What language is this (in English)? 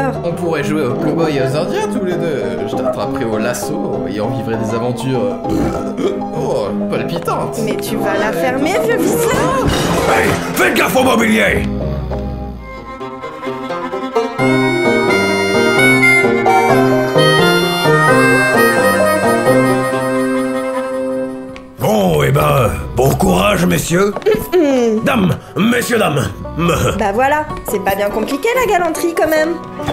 French